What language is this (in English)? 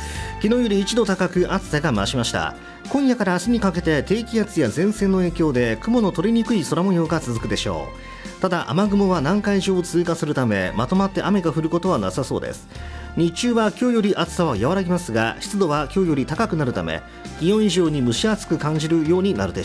Japanese